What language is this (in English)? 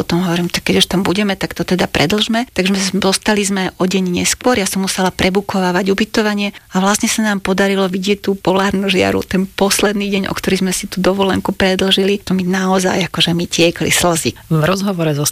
Slovak